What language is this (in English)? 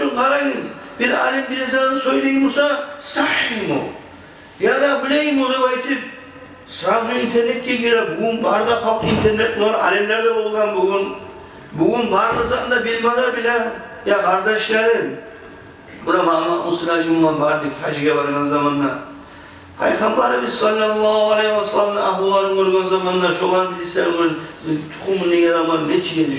Kumyk